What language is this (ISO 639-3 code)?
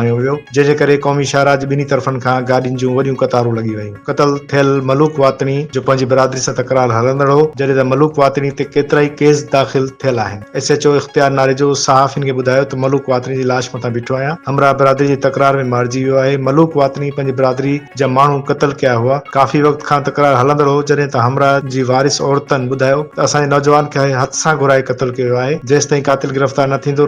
snd